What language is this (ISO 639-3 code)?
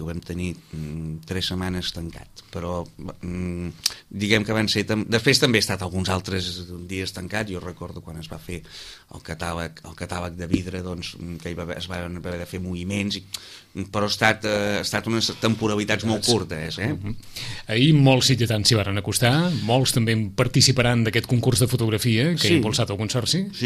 cat